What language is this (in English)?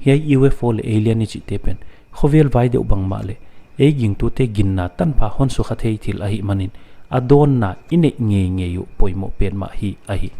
Paite Chin